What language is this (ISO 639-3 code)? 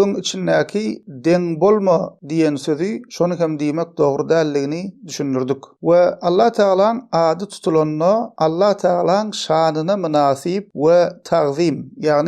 tuk